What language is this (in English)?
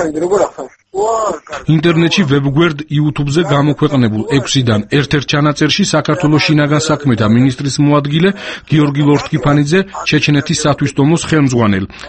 Georgian